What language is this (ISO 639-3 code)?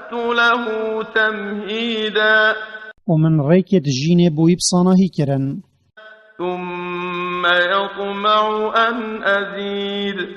kur